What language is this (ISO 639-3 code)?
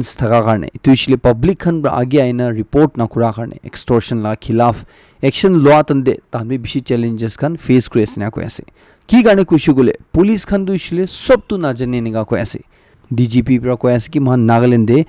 nag